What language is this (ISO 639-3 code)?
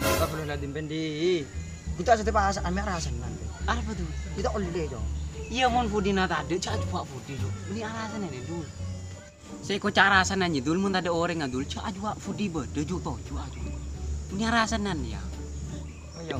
mad